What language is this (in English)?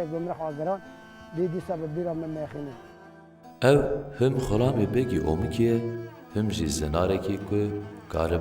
Kurdish